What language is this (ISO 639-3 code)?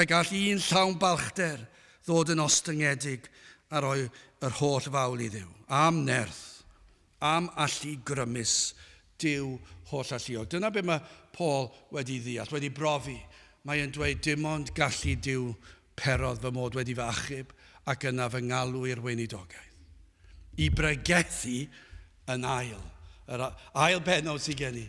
cym